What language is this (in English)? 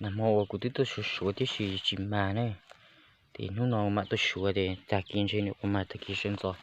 Hmong